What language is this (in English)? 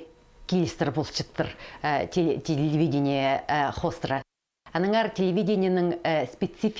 Khakas